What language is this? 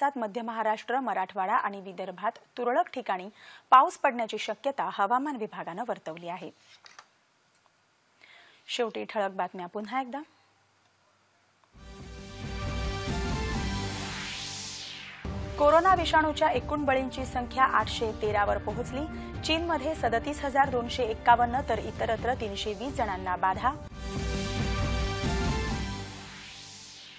Marathi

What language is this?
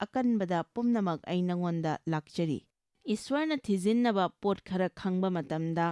Manipuri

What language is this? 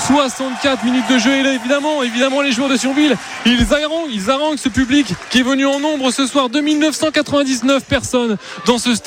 French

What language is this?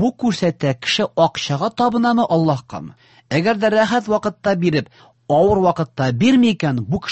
Tatar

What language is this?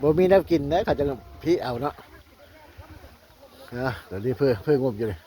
Lao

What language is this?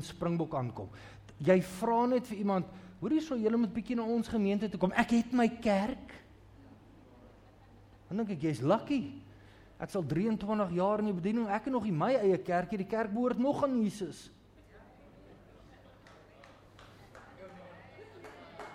Afrikaans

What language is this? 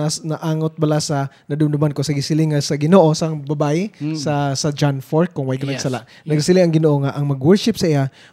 Hiligaynon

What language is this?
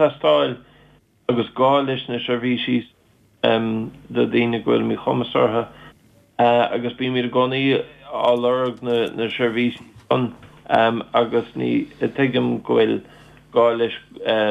Irish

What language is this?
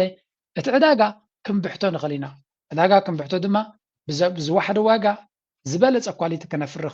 Tigrinya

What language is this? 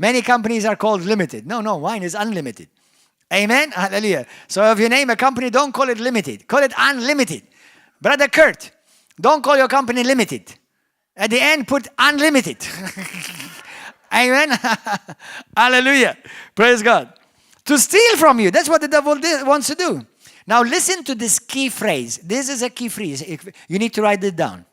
English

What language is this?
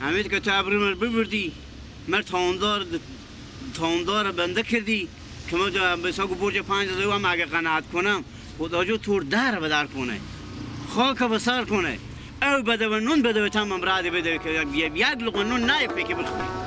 Persian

